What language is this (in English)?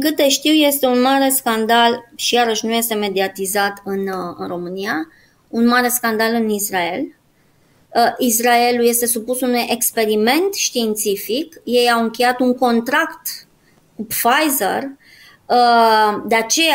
Romanian